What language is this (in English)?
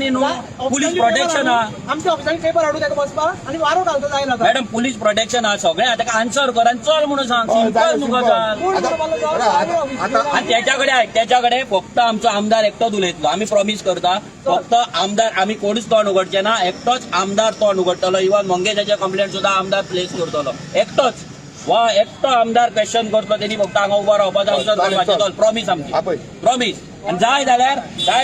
Konkani